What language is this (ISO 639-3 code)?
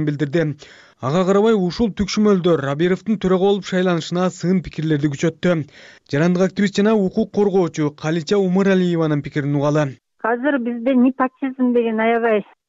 kir